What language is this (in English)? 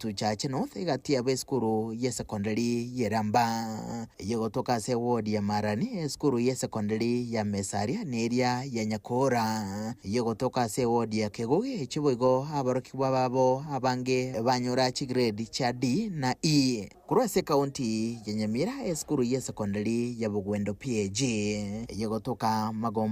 Gusii